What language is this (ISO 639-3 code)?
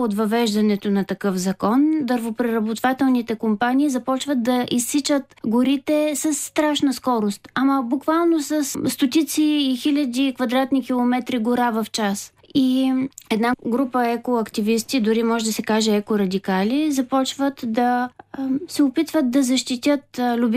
bul